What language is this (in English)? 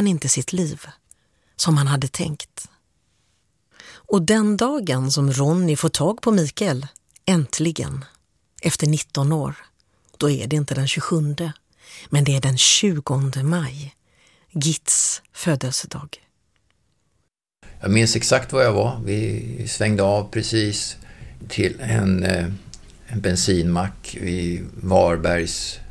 Swedish